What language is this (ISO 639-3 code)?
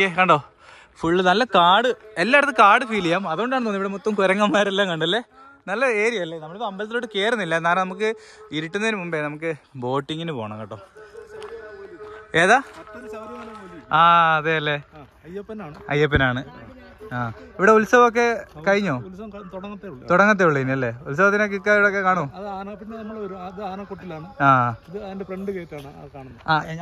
mal